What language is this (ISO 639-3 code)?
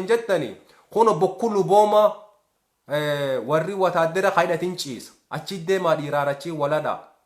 orm